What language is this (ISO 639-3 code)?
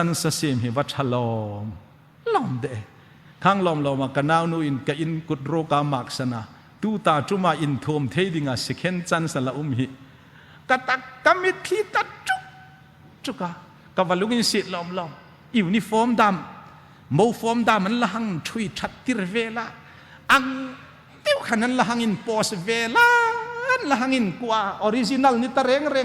hmr